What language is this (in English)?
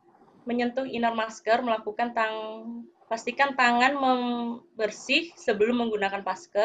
Indonesian